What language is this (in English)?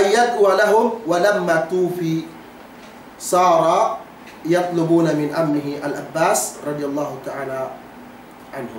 Yakan